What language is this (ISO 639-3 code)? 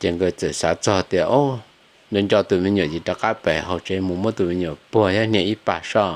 hmn